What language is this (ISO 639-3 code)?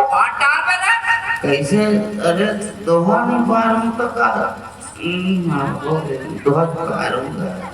hne